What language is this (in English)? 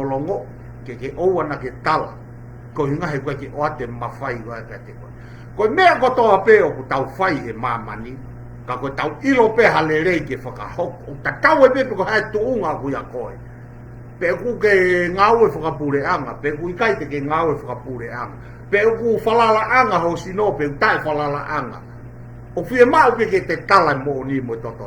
Tongan